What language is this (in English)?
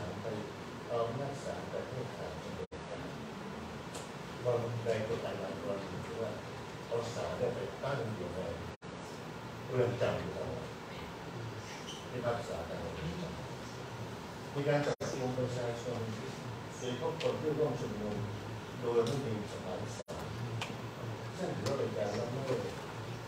Thai